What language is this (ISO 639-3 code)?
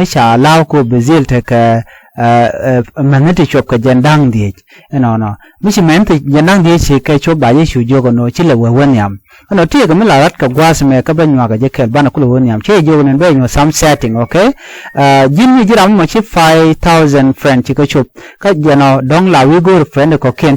nus